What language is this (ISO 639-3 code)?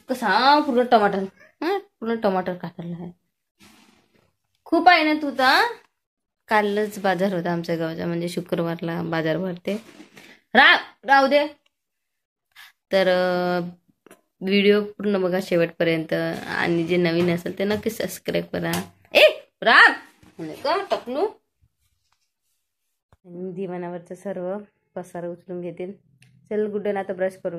mar